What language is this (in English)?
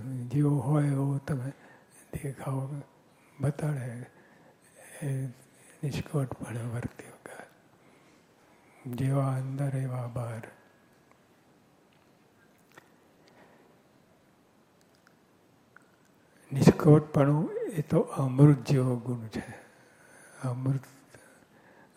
Gujarati